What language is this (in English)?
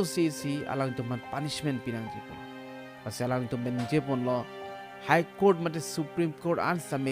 Karbi